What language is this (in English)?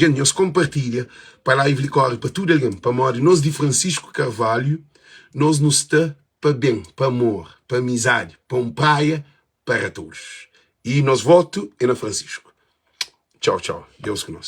Kabuverdianu